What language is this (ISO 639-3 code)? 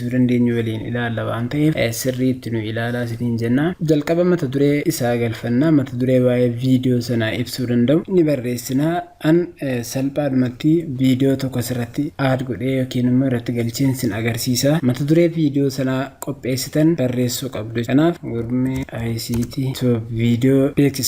orm